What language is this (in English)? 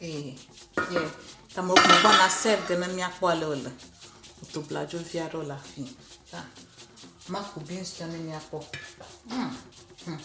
Ewe